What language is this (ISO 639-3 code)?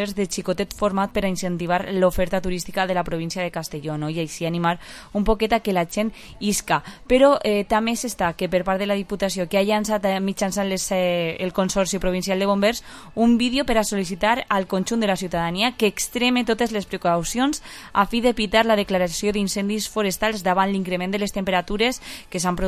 cat